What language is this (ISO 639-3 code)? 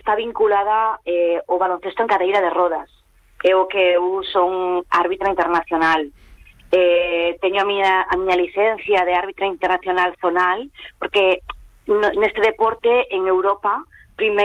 glg